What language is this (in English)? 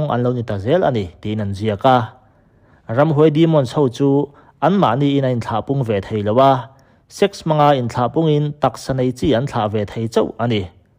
Mizo